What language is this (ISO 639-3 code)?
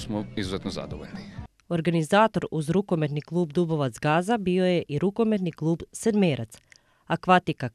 hrv